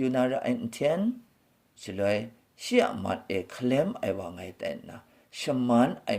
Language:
Kachin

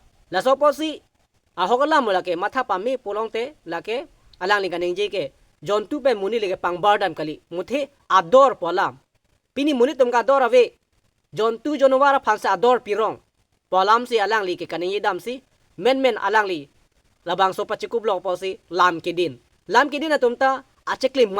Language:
Karbi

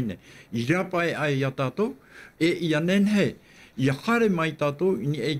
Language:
Tahitian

